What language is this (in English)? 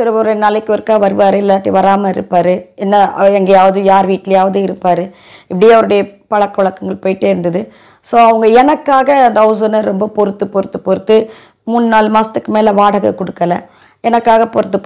Tamil